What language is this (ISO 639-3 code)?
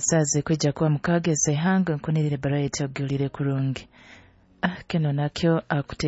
nyo